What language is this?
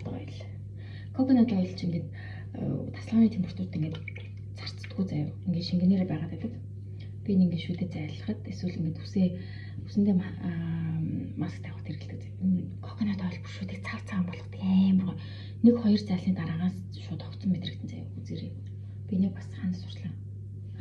Mongolian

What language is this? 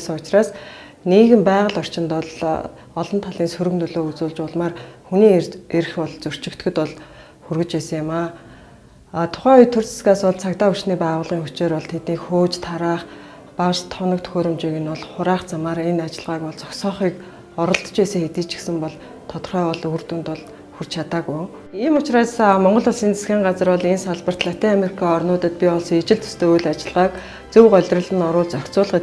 Mongolian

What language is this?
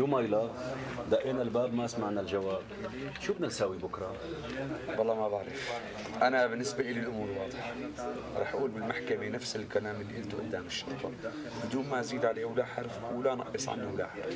North Levantine Arabic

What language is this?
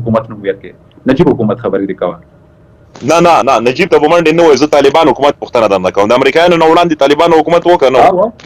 Pashto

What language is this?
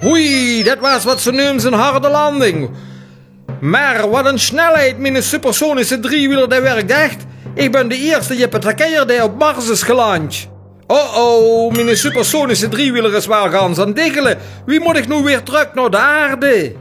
Limburgish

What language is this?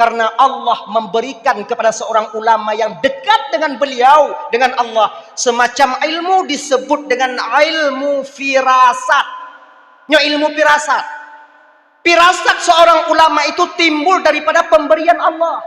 Achinese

